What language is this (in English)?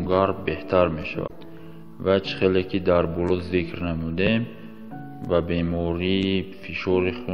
Tajik